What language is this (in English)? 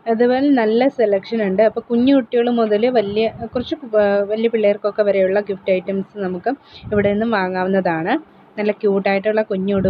Malayalam